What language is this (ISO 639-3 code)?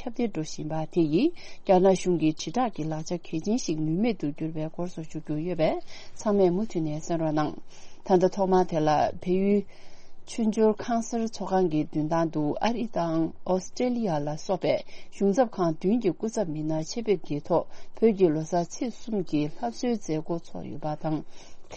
bod